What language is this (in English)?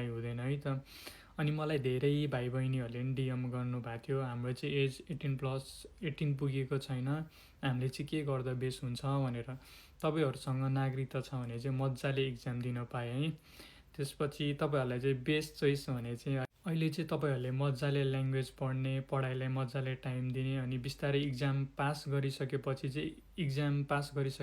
Nepali